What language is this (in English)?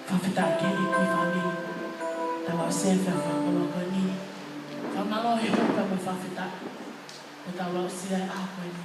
Tongan